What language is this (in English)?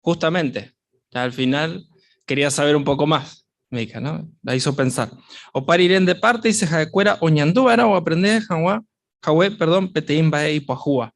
Guarani